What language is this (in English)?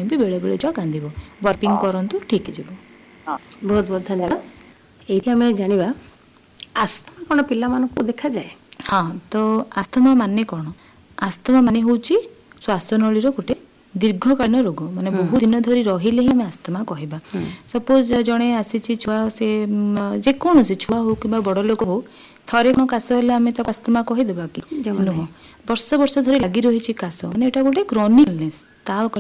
Odia